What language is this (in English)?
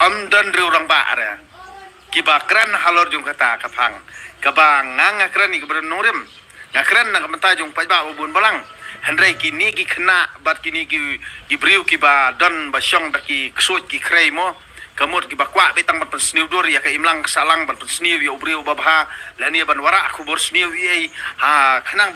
Khasi